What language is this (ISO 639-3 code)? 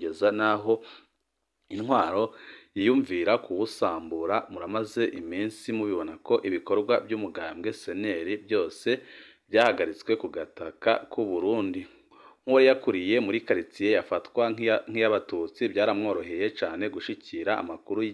run